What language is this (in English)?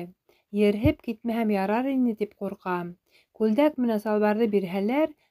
Bashkir